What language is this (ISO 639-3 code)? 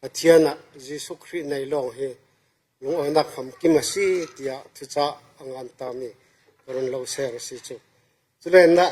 cfm